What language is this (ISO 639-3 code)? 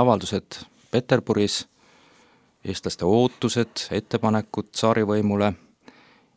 est